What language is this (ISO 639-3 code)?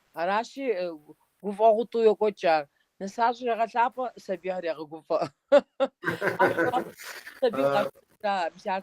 kbd